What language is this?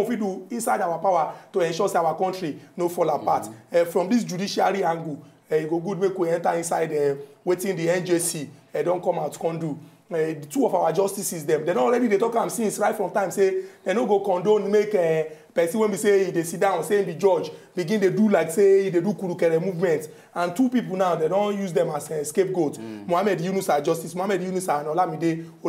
Nigerian Pidgin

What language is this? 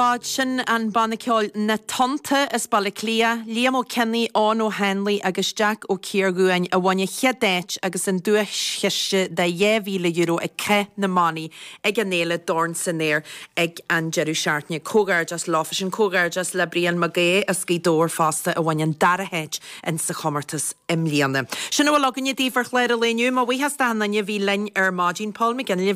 Irish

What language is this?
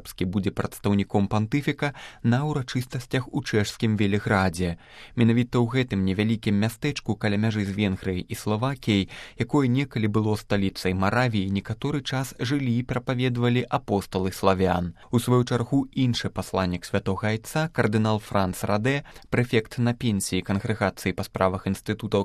Belarusian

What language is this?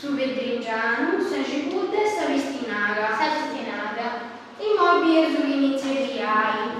Sardinian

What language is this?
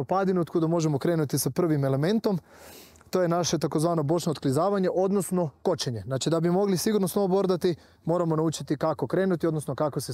Croatian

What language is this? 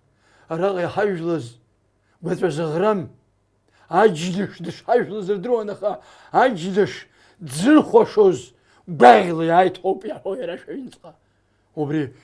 Abkhazian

